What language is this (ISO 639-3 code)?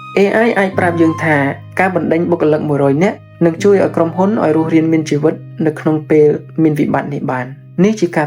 khm